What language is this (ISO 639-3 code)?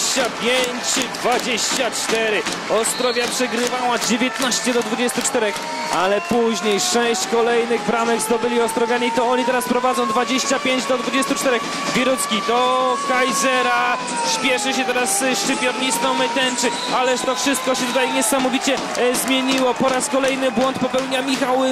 pol